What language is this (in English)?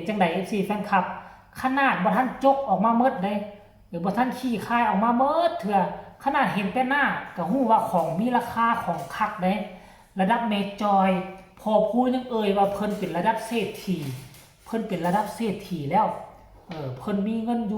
Northeastern Thai